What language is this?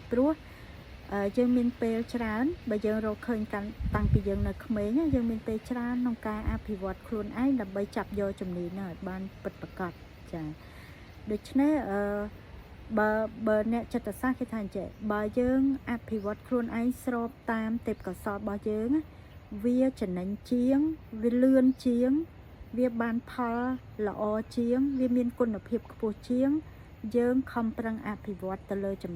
Khmer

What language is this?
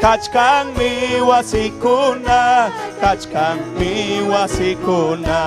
Ayacucho Quechua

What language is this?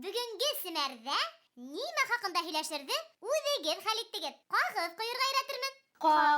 Bashkir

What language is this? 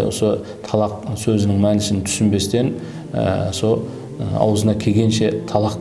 Kara-Kalpak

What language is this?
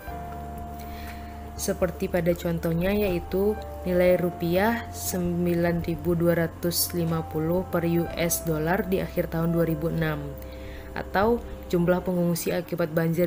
Indonesian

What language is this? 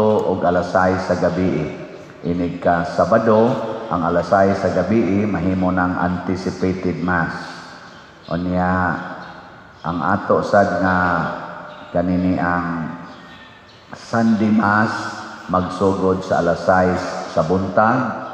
Cebuano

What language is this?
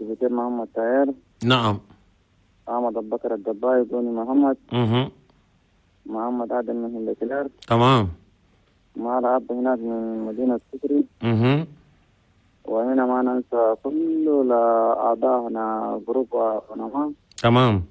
Chadian Arabic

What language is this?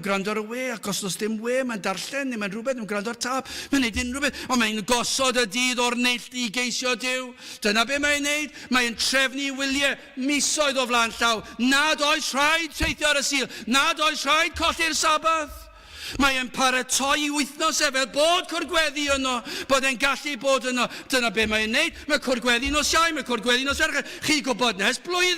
Welsh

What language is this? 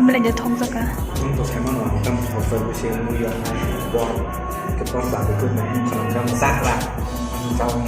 Kok Borok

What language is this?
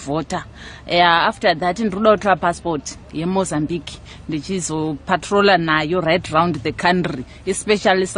Shona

